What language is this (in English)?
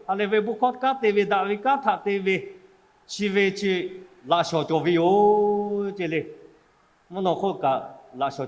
Lahu